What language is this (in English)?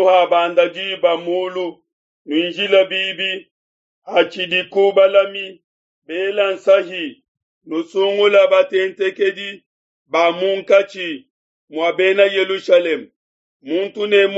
Luba-Lulua